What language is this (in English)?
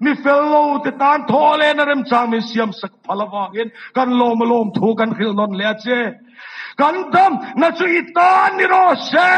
Mizo